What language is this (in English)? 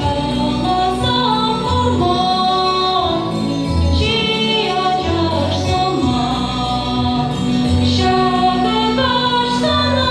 Chuvash